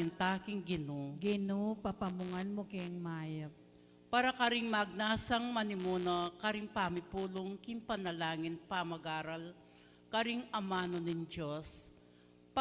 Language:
Pampanga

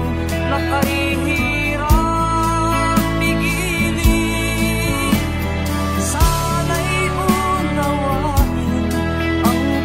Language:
Filipino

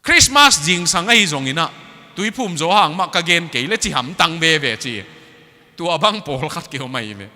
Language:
Tedim Chin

